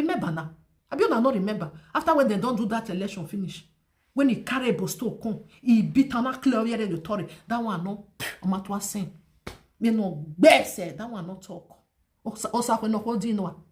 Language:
Nigerian Pidgin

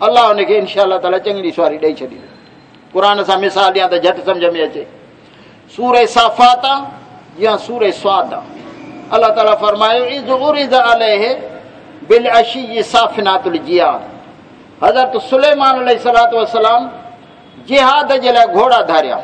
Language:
Saraiki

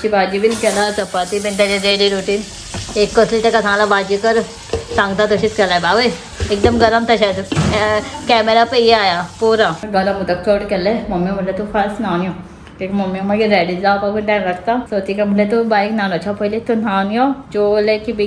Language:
Konkani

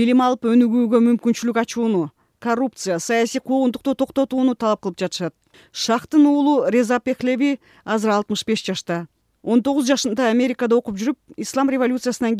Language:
Kyrgyz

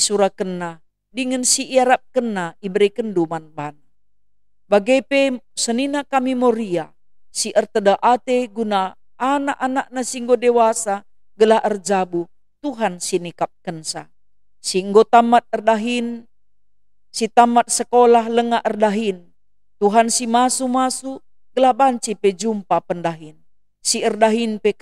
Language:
Batak Karo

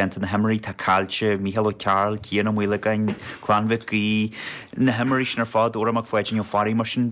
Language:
Irish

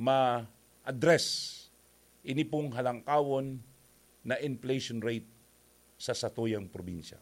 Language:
Bikol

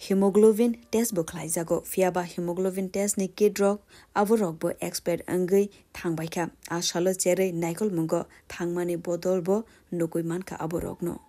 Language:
Kok Borok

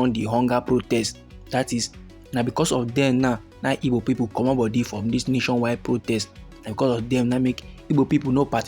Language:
Nigerian Pidgin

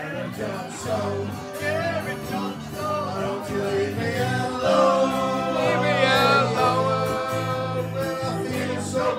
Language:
English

